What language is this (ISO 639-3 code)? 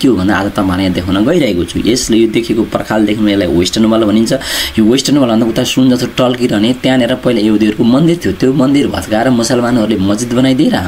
nep